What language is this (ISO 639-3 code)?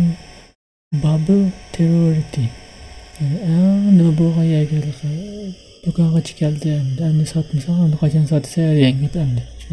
uig